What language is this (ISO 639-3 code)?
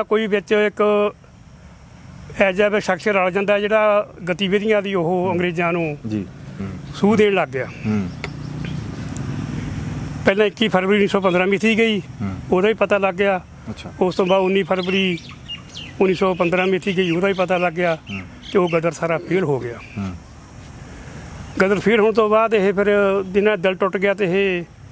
pan